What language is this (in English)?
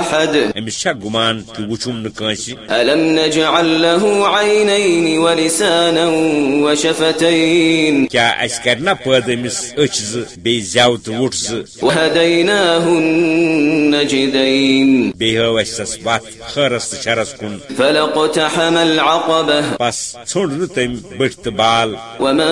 Kashmiri